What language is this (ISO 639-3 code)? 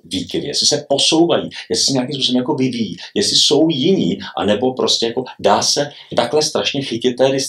ces